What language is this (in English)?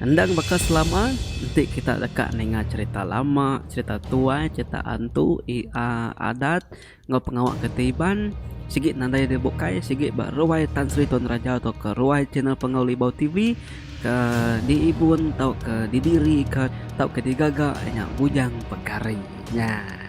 Iban